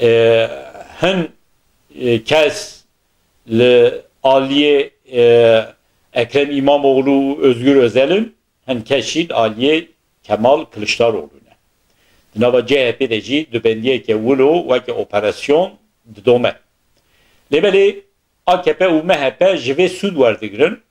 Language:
Kurdish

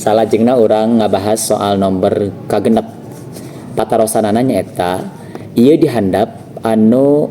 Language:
Sundanese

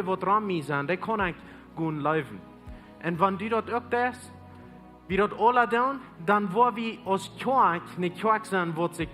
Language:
Plautdietsch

